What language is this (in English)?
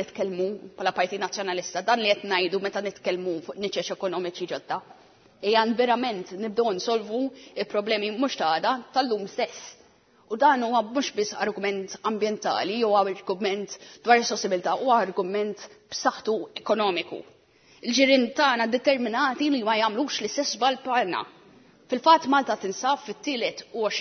Maltese